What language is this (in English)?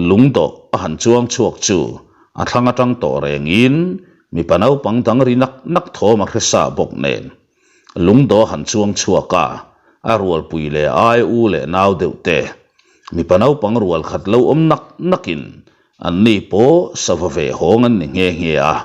Mizo